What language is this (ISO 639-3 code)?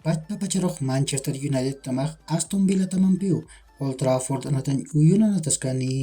aym